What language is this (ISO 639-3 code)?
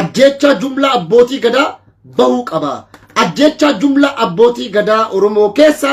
orm